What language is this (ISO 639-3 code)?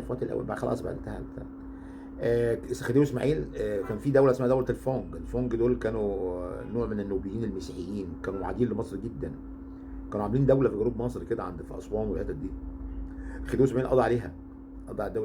arz